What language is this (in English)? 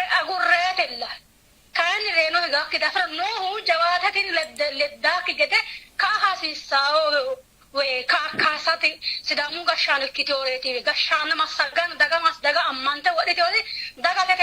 Sidamo